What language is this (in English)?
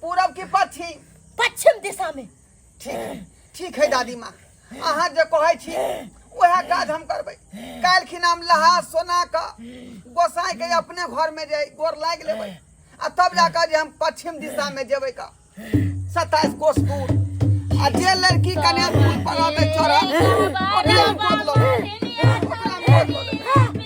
Maithili